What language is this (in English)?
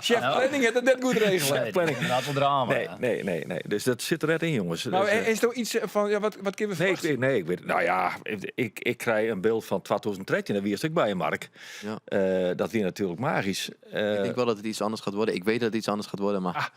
Western Frisian